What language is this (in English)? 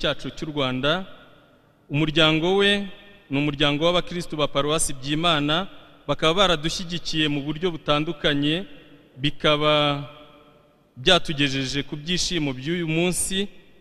Kinyarwanda